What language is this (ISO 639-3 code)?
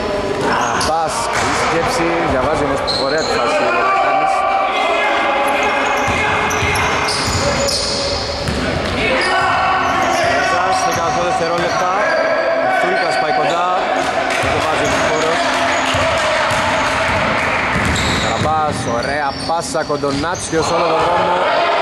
ell